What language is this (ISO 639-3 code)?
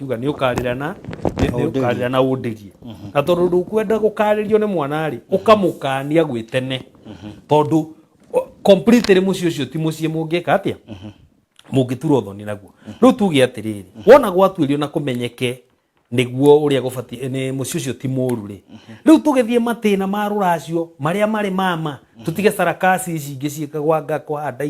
kik